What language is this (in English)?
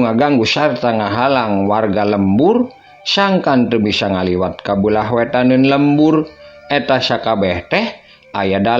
Sundanese